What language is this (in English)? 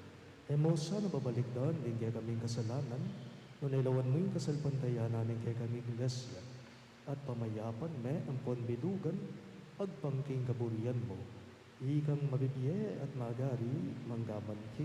Pampanga